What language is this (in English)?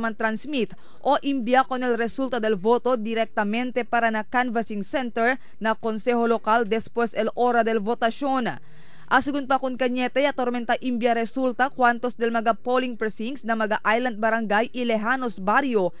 Chavacano